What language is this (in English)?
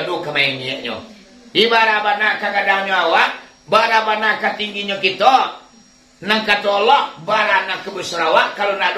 Minangkabau